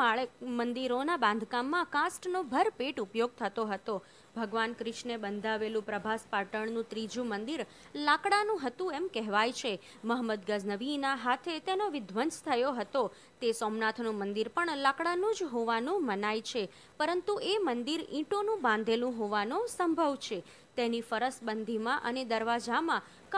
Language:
Gujarati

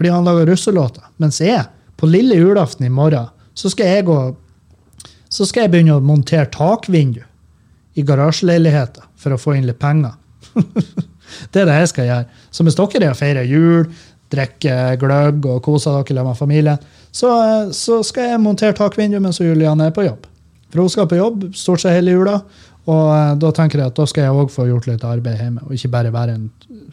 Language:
Norwegian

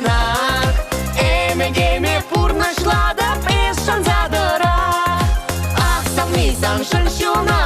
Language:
Chuvash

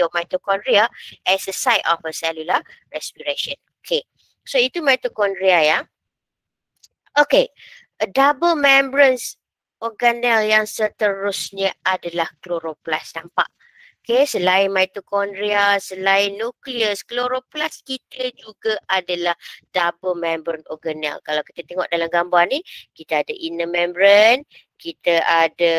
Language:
Malay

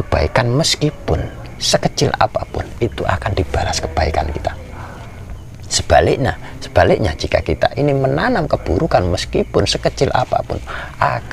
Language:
Indonesian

